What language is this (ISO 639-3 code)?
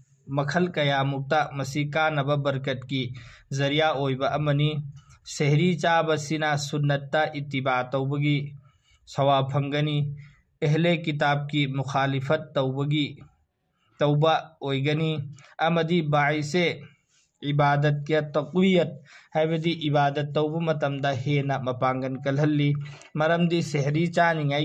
mni